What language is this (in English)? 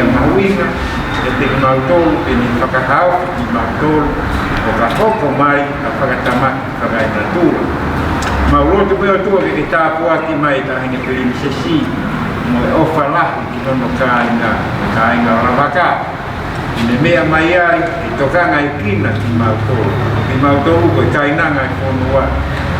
Tongan